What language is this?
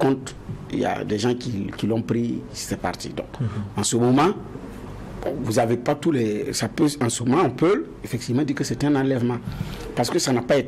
French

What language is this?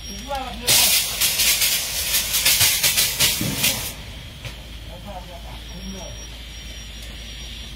Thai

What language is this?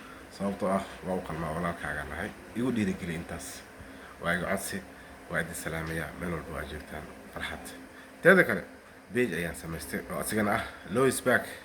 Somali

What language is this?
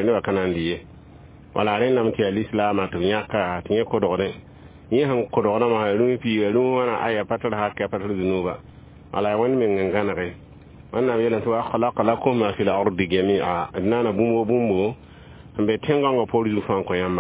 Mossi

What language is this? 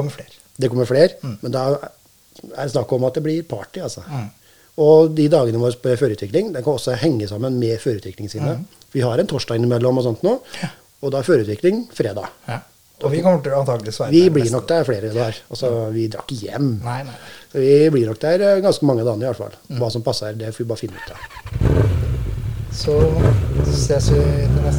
Norwegian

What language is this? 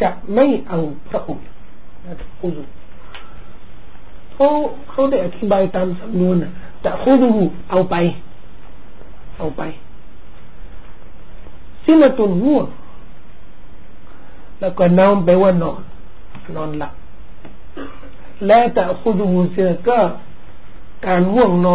Thai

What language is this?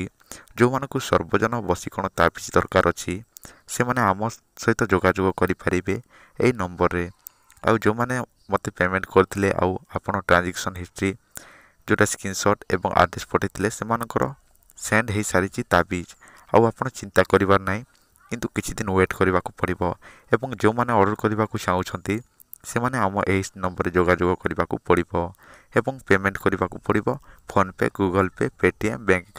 Odia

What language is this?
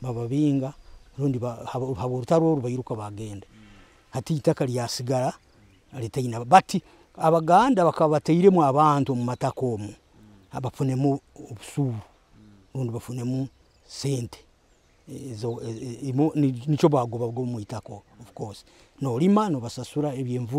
Nyoro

